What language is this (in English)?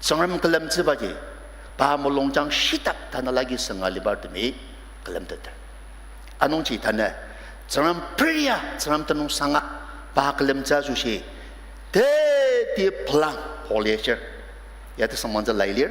Ao Naga